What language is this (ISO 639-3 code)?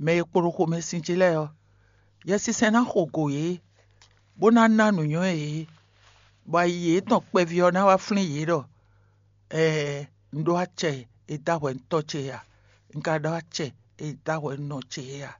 fon